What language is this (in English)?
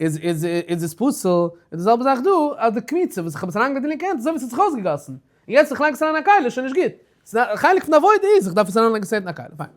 Yiddish